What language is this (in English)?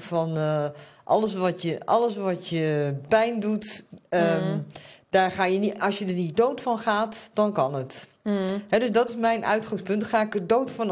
Dutch